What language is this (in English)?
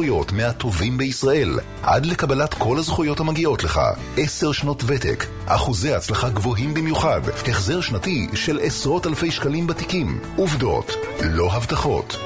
Hebrew